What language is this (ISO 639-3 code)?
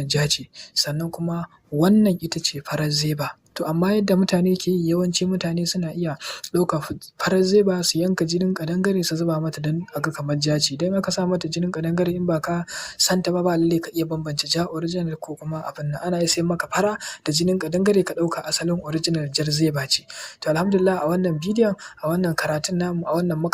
hau